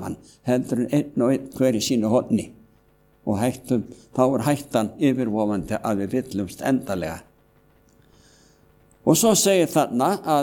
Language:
Icelandic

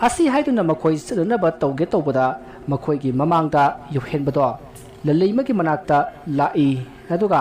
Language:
Manipuri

